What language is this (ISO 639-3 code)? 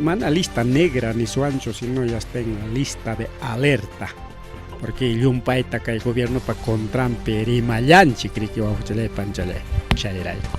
quy